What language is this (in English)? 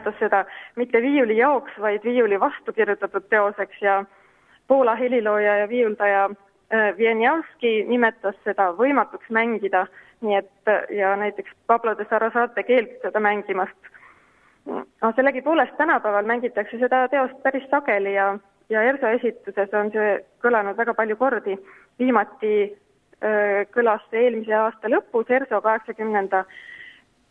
Estonian